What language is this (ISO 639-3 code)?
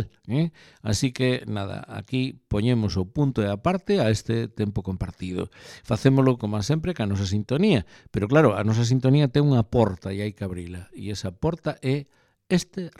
glg